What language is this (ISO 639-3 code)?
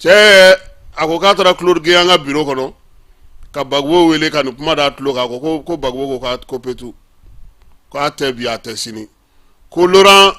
bam